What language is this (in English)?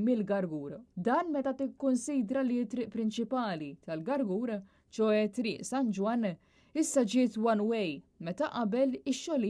Maltese